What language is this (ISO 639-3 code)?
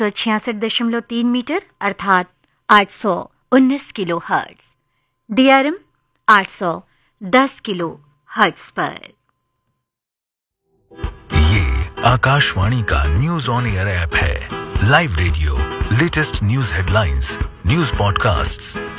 hin